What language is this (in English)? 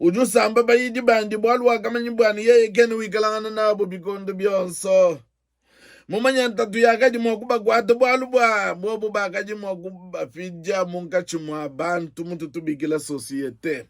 Luba-Lulua